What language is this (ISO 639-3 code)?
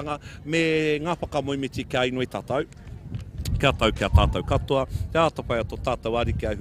mri